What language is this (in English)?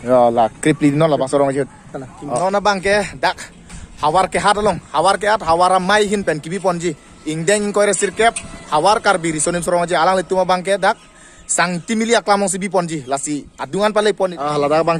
Karbi